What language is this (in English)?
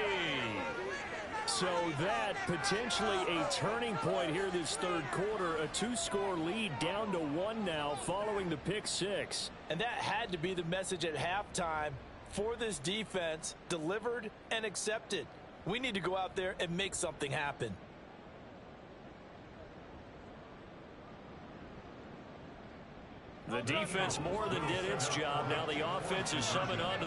English